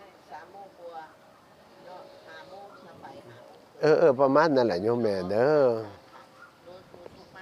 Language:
Northeastern Thai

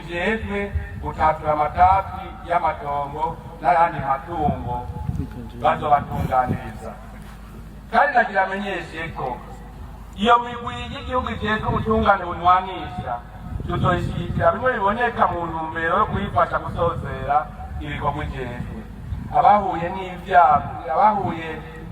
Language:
Rundi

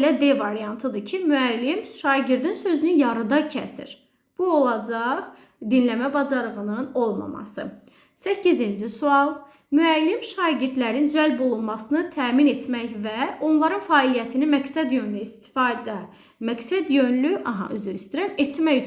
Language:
Azerbaijani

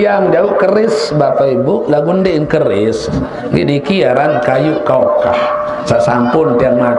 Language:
Sasak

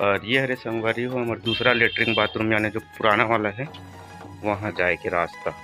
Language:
Chhattisgarhi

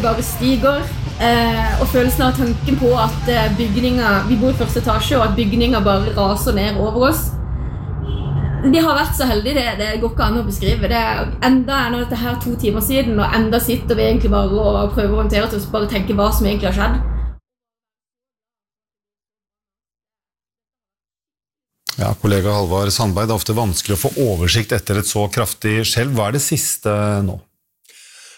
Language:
Norwegian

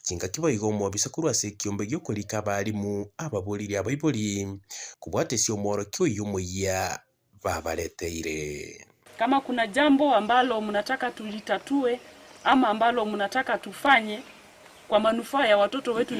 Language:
Gusii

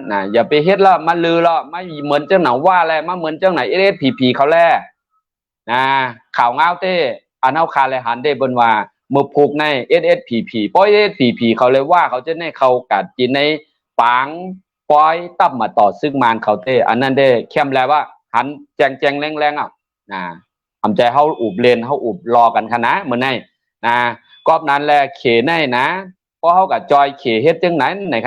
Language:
Shan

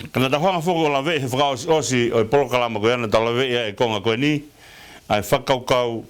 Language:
Tongan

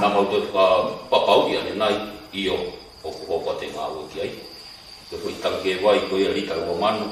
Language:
Tongan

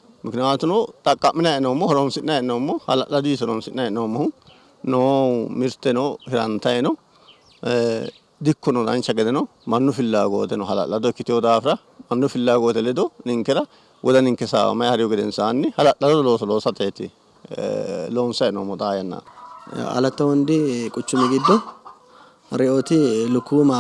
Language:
Sidamo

